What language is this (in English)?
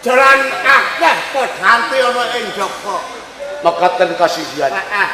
Javanese